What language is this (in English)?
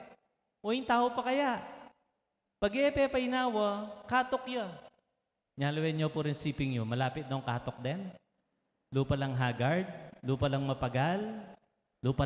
Pampanga